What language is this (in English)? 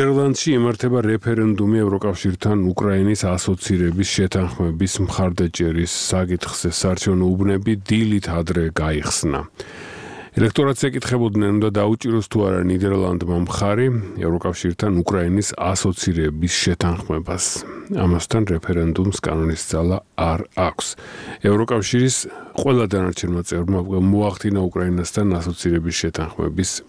Georgian